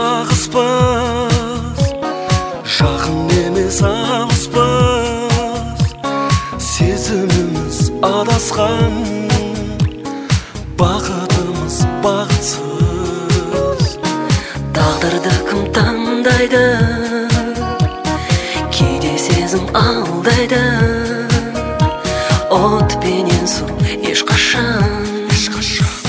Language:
Kazakh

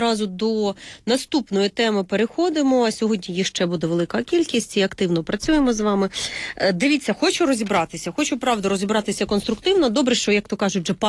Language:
Ukrainian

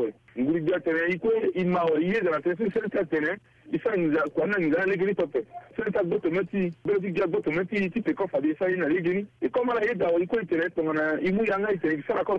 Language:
Sango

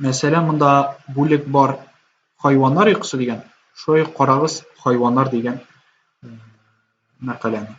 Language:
Tatar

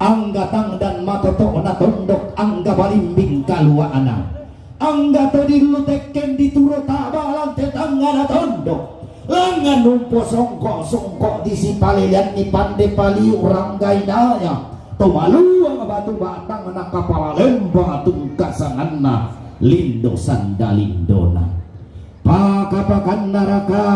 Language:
Toraja-Sa'dan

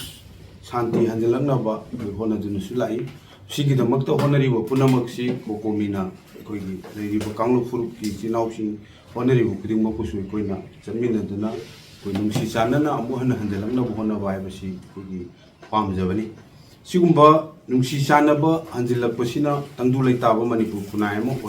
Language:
Manipuri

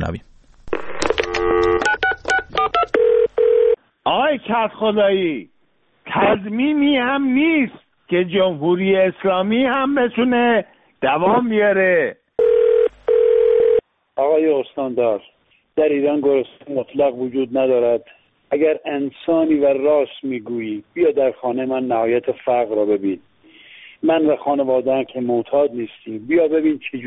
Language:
Persian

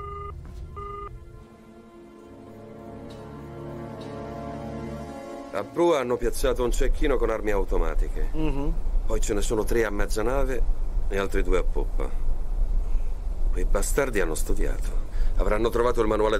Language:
Italian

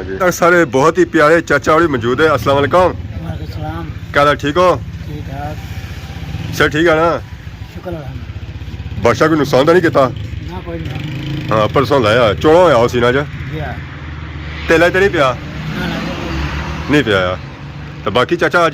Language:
Pahari-Potwari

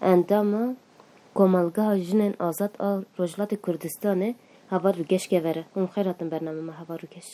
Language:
Kurdish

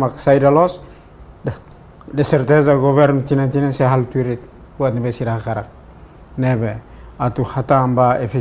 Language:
Tetum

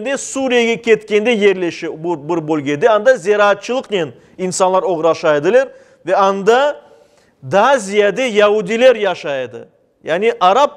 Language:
Crimean Tatar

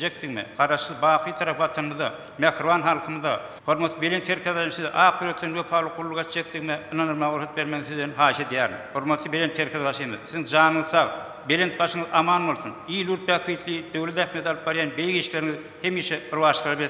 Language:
Turkmen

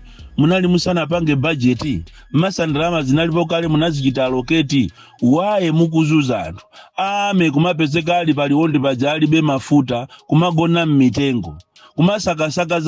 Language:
Nyanja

